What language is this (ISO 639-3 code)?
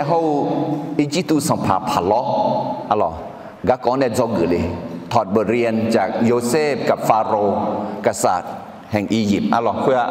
ahk